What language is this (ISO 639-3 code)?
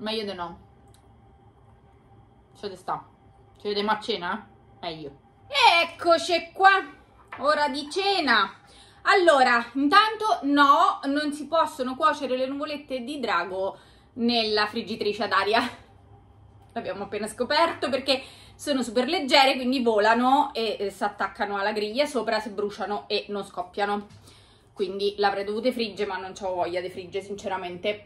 ita